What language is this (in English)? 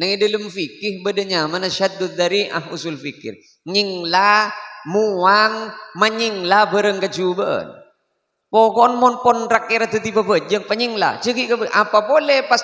Madurese